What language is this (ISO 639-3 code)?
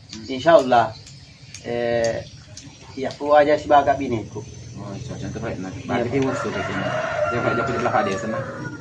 bug